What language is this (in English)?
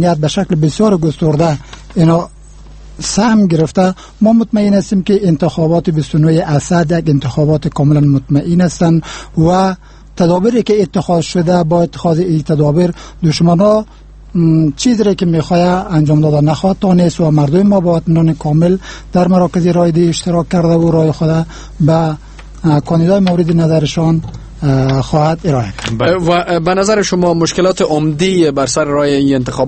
Persian